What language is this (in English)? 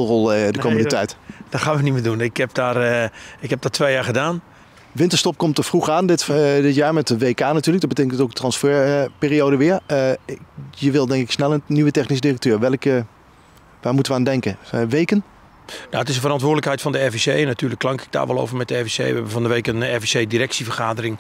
Dutch